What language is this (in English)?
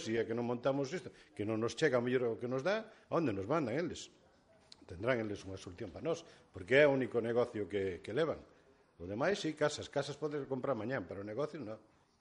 Galician